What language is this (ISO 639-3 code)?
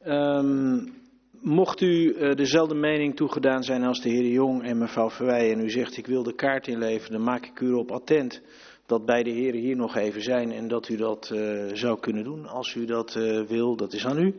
nld